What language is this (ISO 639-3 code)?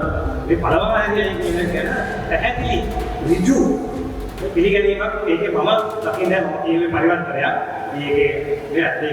sin